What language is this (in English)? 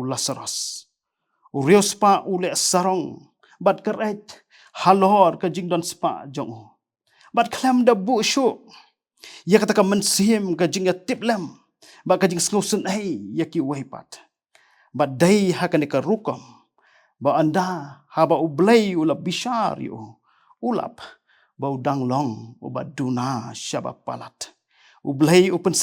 Khasi